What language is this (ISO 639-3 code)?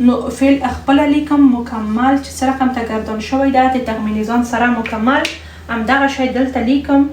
pus